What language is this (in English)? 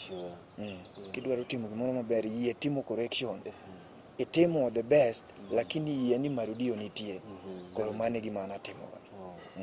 Luo (Kenya and Tanzania)